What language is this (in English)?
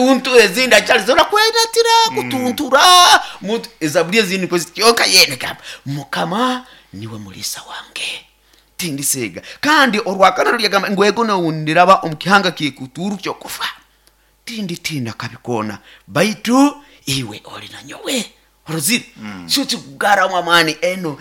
Nyoro